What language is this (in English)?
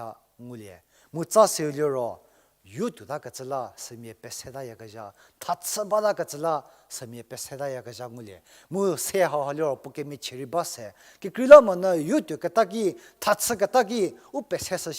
Angami Naga